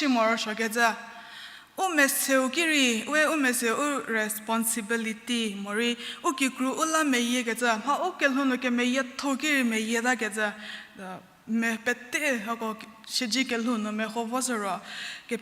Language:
Angami Naga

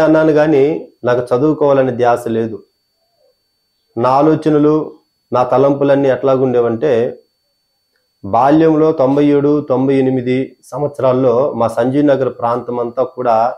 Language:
Telugu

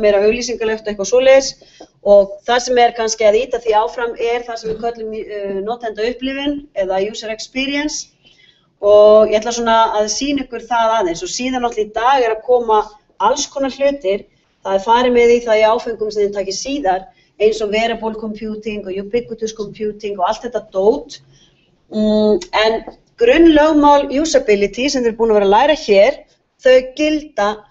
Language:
Icelandic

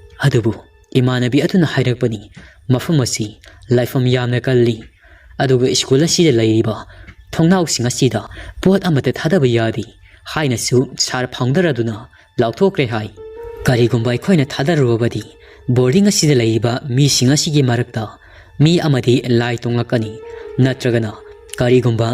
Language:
Manipuri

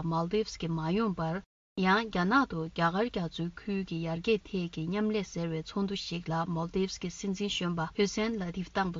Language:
Tibetan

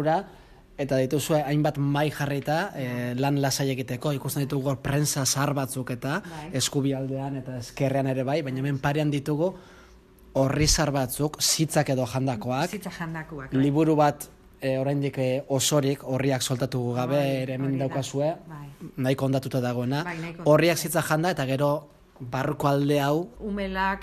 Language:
Basque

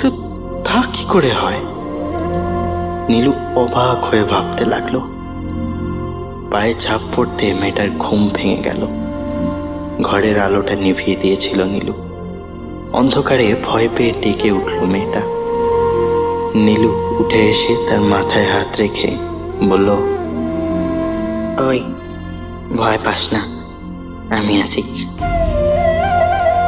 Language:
Bangla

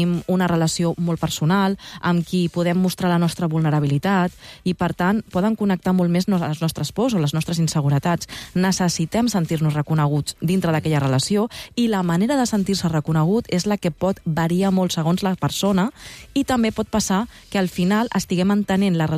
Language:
Catalan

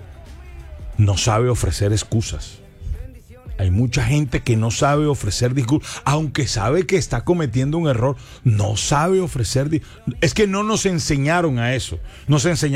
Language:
Spanish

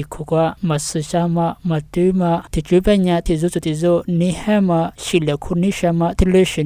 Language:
Lisu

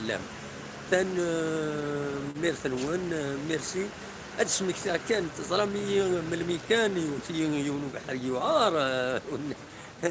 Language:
Kabyle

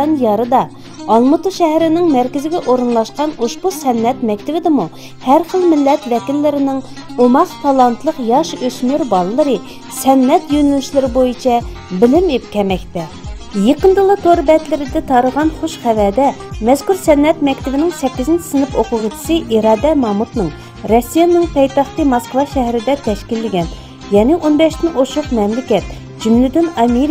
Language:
Uyghur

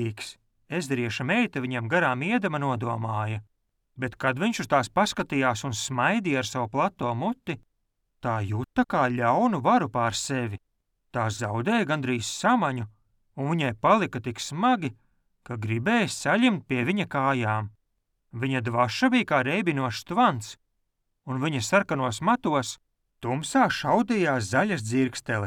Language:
Latvian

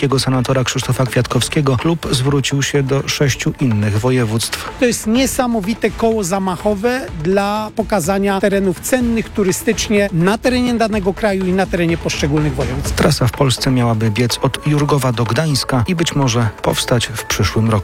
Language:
Polish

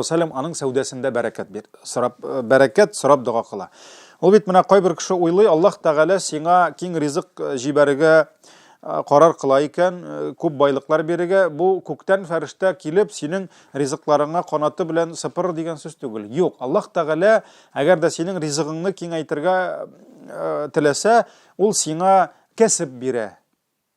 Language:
Tatar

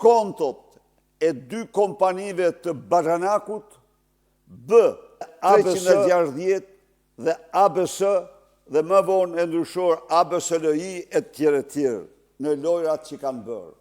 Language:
Albanian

